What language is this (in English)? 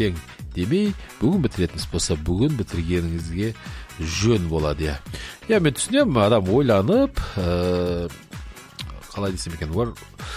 Kazakh